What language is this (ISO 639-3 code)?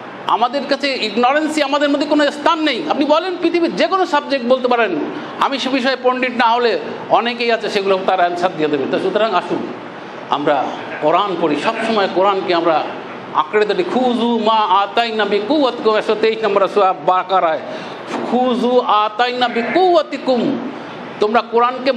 ben